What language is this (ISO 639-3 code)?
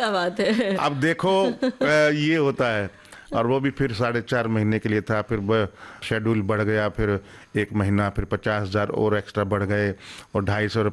hin